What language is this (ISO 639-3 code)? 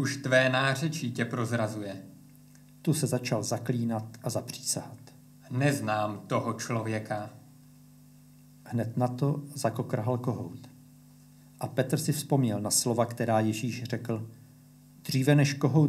ces